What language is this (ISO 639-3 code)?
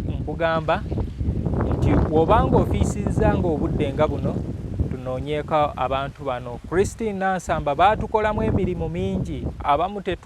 lug